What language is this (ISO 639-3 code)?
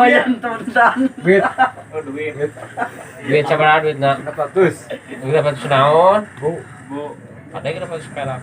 sun